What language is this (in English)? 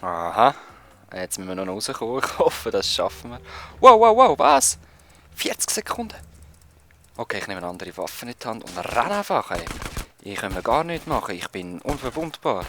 Swiss German